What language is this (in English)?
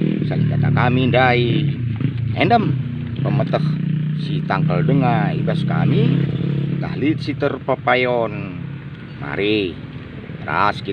Batak Karo